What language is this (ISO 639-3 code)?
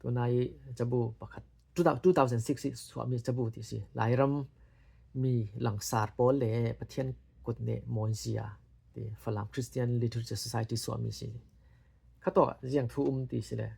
cfm